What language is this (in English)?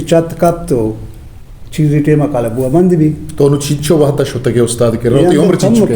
Eastern Balochi